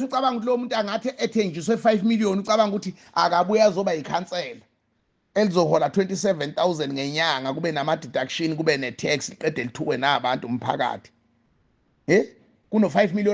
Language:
Zulu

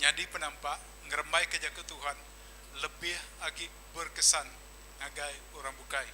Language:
Iban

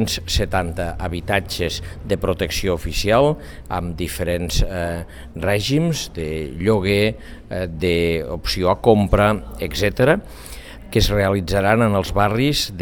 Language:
Catalan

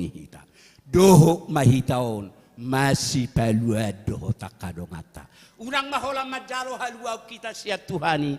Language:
Batak Toba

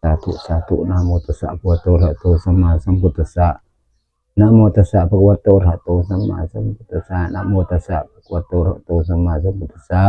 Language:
Northeastern Thai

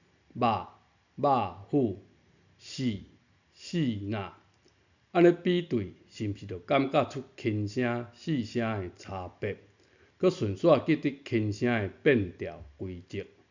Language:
Min Nan Chinese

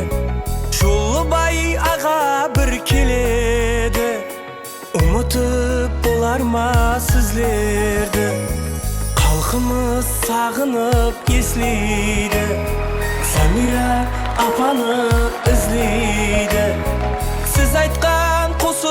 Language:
Kara-Kalpak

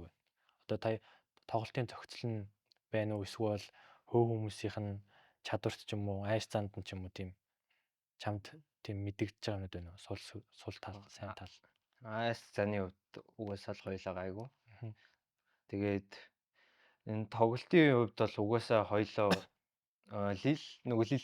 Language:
Mongolian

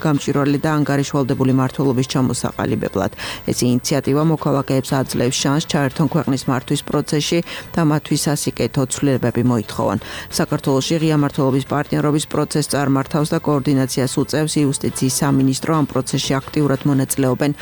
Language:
Georgian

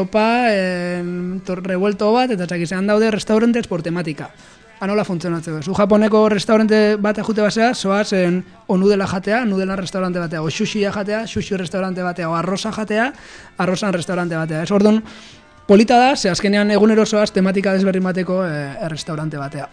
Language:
Basque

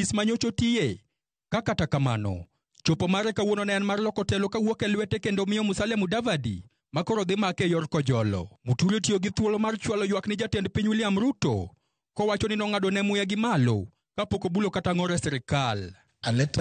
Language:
Luo (Kenya and Tanzania)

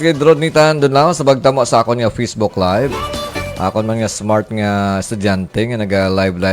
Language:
Hiligaynon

